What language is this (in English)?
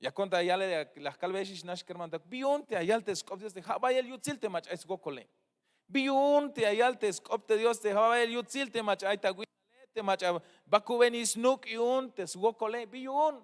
Tzeltal